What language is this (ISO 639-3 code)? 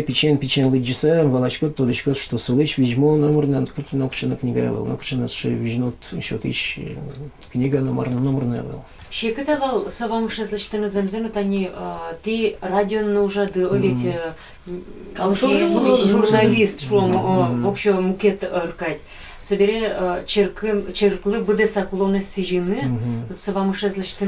udm